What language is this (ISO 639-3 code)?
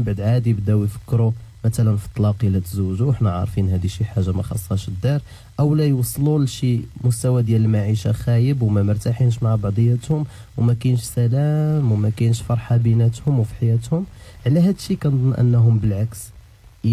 ary